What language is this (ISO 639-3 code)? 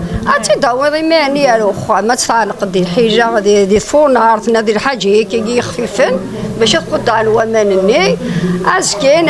kab